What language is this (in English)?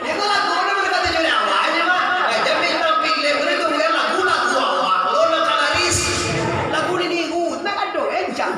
Minangkabau